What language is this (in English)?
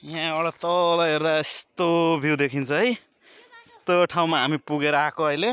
Nepali